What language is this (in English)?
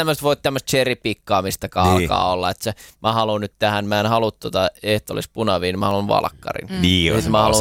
Finnish